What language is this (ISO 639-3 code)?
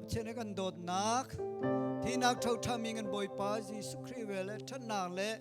cnh